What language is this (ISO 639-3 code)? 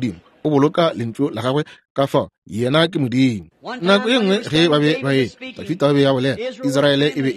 nso